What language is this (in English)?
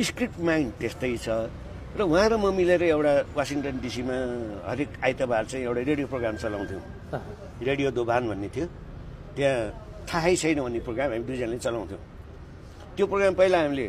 Nepali